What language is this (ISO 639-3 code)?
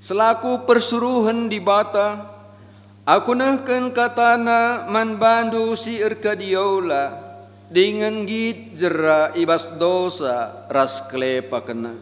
btx